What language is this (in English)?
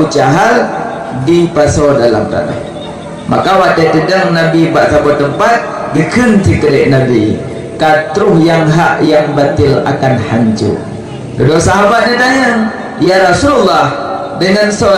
Achinese